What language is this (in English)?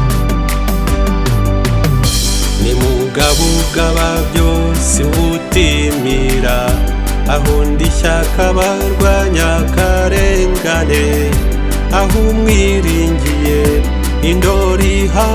Kinyarwanda